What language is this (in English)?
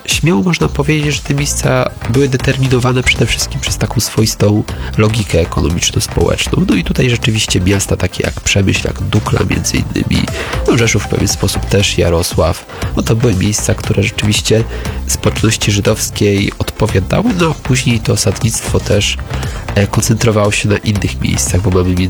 Polish